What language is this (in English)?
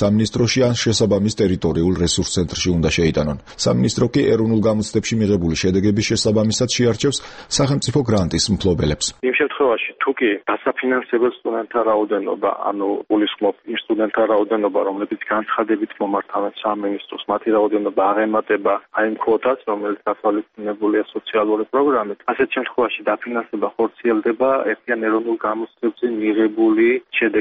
Georgian